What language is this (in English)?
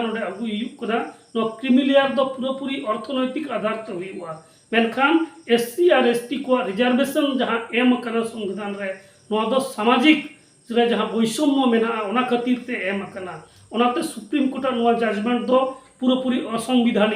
Santali